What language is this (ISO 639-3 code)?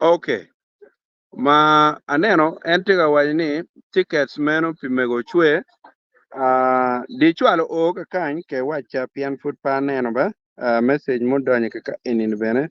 ach